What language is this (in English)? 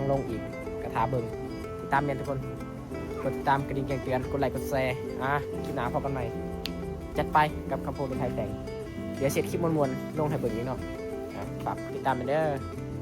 Lao